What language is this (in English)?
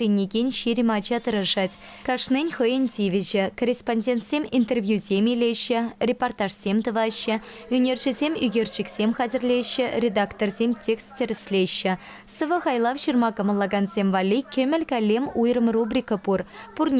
Chuvash